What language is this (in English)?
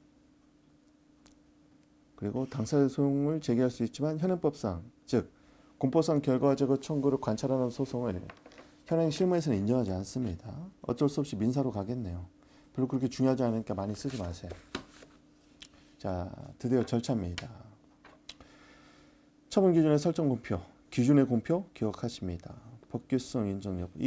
Korean